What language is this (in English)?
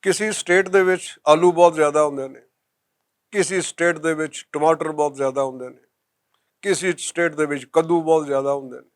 Western Panjabi